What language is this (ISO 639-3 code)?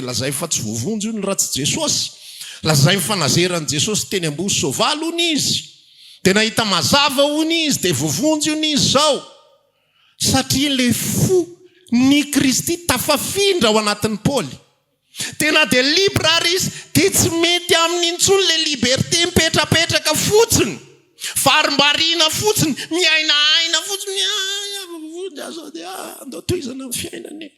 mlg